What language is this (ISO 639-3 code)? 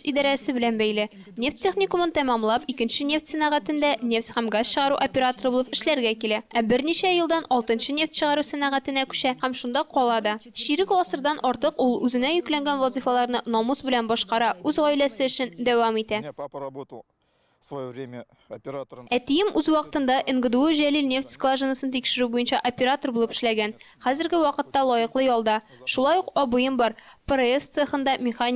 tat